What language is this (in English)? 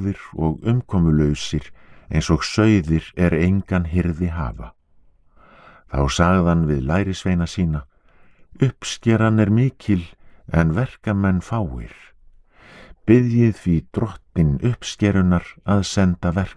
Icelandic